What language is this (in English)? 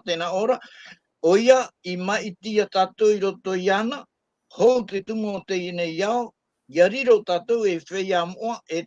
Tahitian